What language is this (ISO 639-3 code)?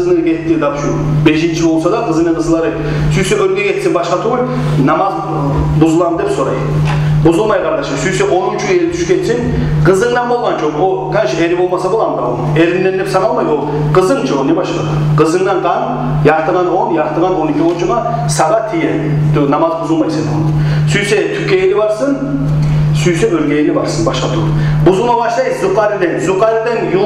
kum